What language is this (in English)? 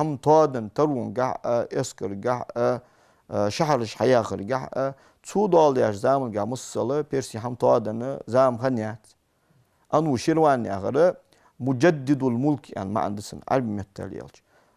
Ingush